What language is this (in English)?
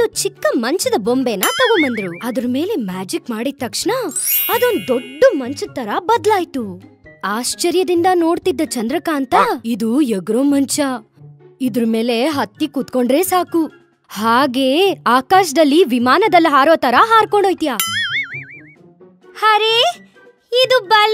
Kannada